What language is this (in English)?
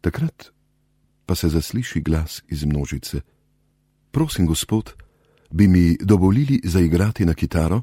Slovenian